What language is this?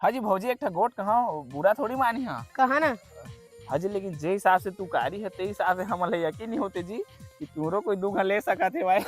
Chhattisgarhi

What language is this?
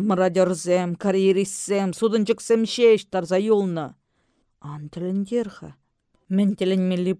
Chuvash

